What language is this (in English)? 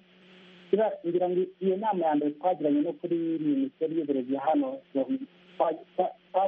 Kinyarwanda